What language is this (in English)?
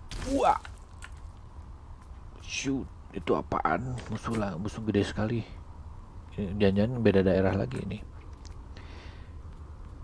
Indonesian